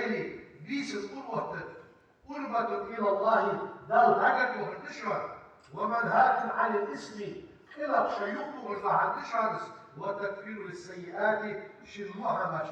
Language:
Ingush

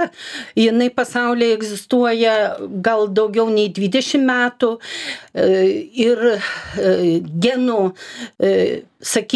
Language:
Lithuanian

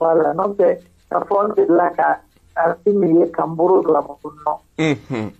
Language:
Bambara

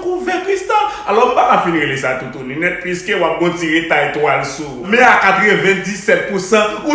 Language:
Haitian Creole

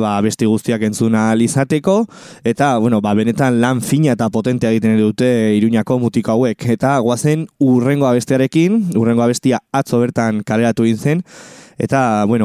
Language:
Basque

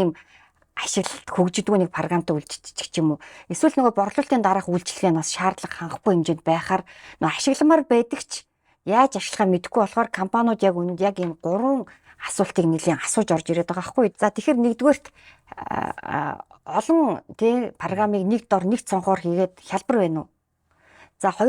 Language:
Mongolian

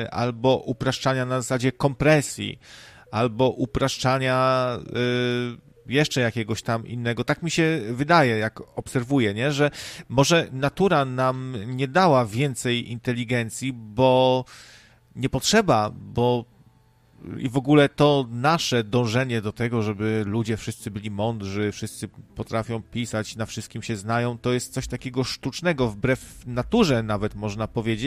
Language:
Polish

